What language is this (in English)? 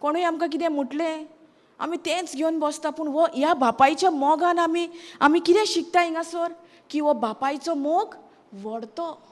Konkani